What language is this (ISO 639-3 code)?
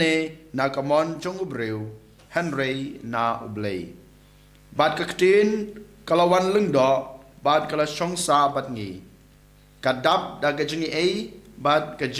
kha